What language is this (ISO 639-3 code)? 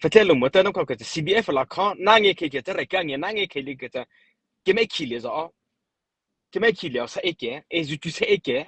mrh